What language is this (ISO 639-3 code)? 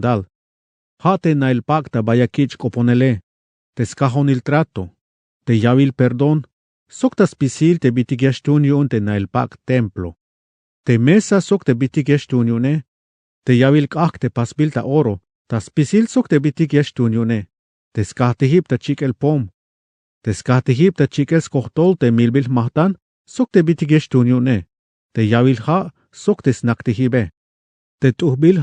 tzh